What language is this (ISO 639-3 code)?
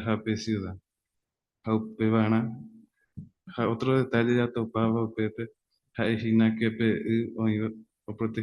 grn